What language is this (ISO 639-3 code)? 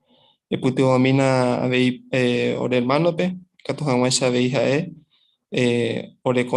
grn